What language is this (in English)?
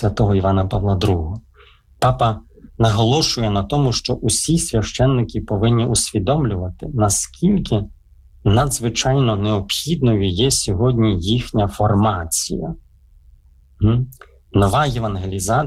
Ukrainian